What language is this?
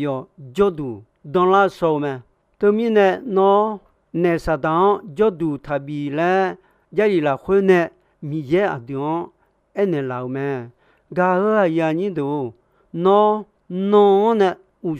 Akha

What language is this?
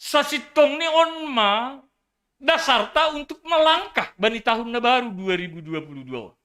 Batak Simalungun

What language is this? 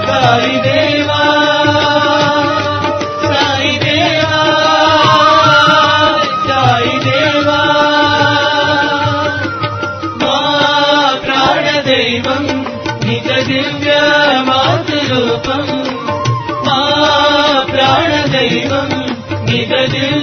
Telugu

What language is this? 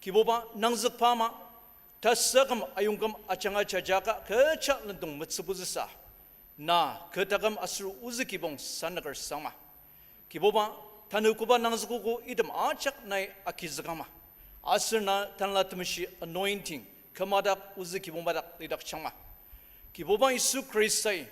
Ao Naga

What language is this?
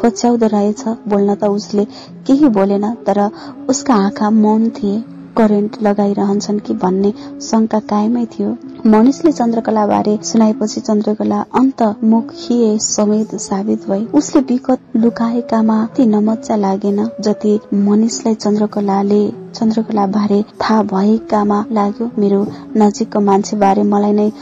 Nepali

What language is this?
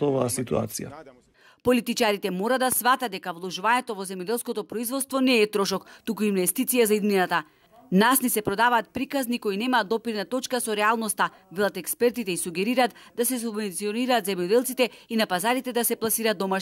Macedonian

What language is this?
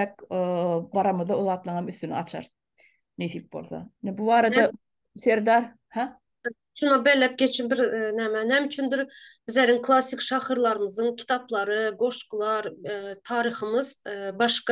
Turkmen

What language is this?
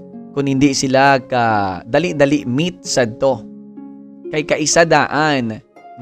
Hiligaynon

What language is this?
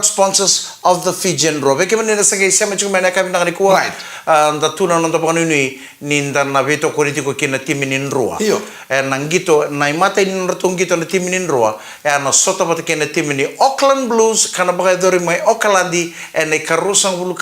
Fijian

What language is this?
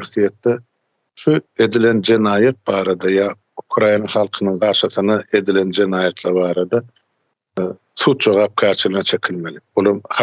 Turkmen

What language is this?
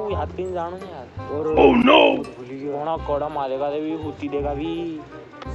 Rajasthani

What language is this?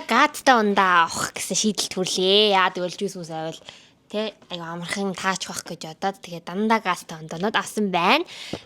Mongolian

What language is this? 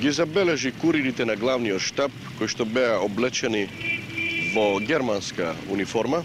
Macedonian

